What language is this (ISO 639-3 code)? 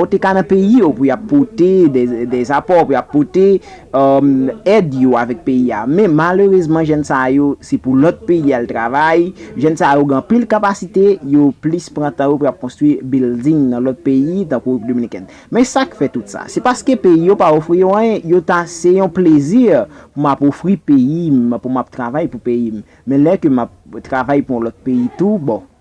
hat